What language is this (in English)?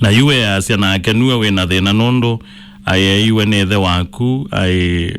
Kamba